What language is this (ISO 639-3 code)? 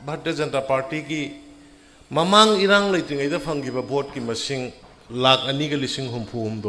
mni